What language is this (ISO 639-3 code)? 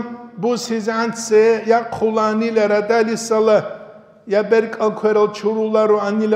ava